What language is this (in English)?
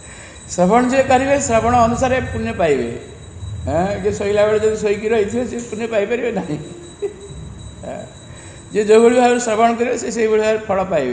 Odia